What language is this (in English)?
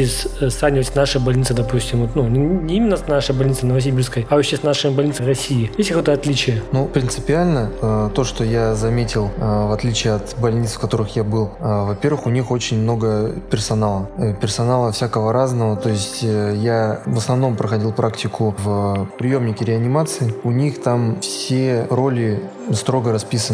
Russian